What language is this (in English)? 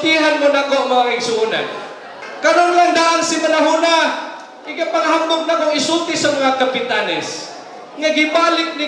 Cebuano